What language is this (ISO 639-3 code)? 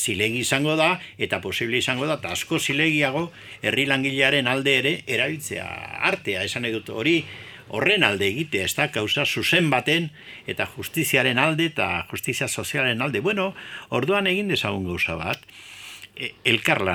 eus